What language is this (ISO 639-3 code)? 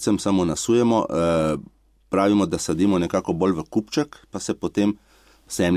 slv